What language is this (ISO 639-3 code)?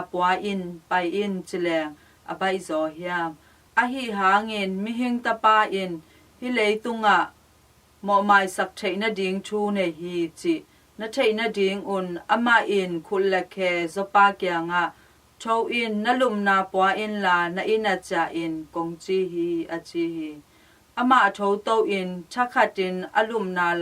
ctd